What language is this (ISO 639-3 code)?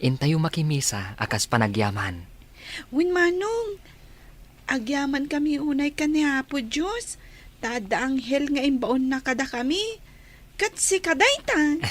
ilo